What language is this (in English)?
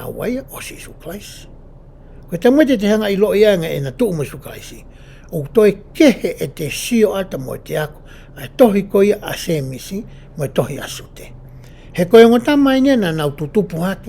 Tongan